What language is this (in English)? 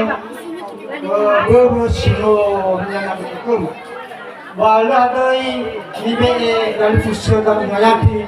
Nias